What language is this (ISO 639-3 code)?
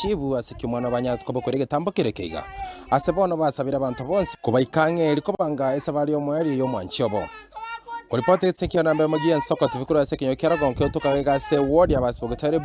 guz